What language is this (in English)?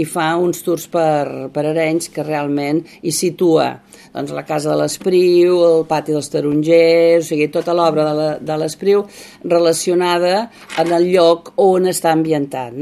Catalan